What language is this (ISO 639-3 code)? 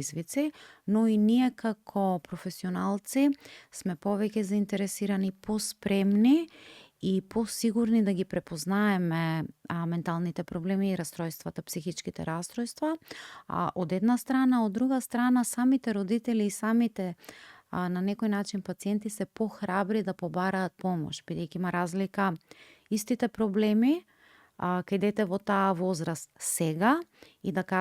mkd